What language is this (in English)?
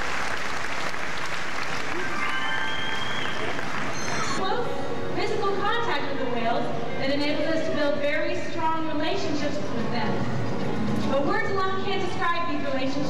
English